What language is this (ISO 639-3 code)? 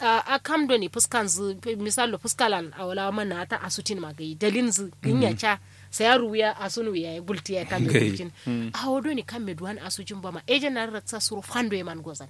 kau